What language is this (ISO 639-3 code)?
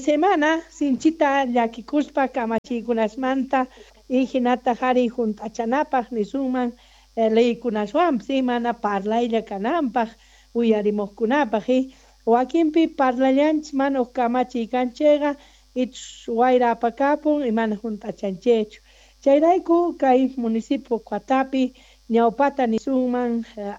quh